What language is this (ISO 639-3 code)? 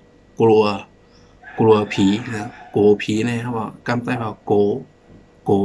shn